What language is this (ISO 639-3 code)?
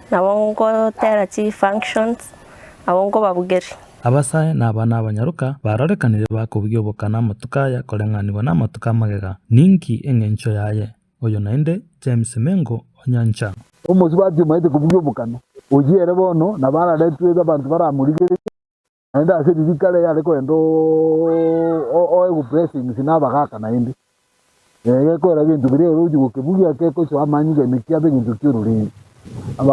guz